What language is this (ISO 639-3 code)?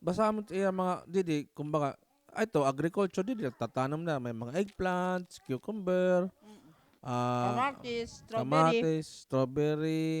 war